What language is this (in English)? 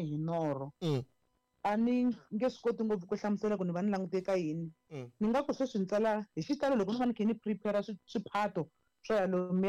Tsonga